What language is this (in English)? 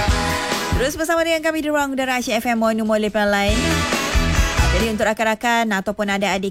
Malay